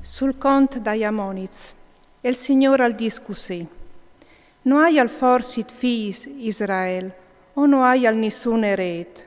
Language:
Friulian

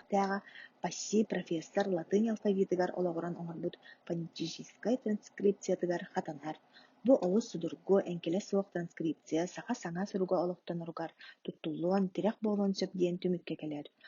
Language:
Yakut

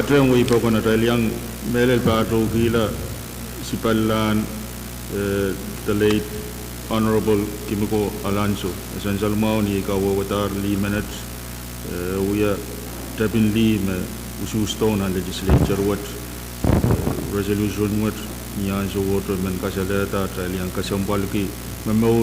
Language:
Pohnpeian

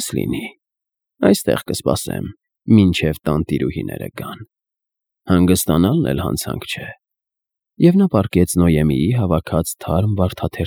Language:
Armenian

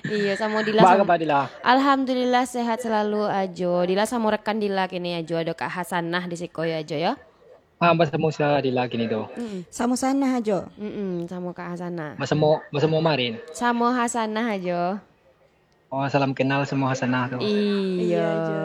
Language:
Minangkabau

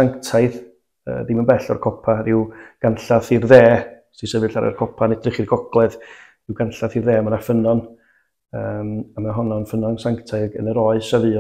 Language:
Welsh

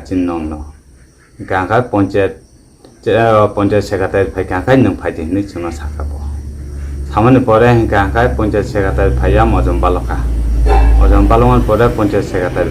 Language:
Kok Borok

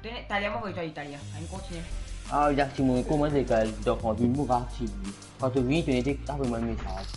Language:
Morisyen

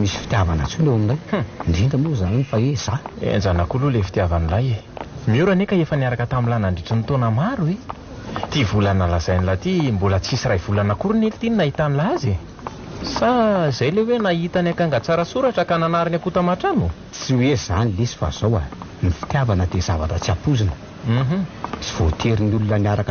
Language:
Malagasy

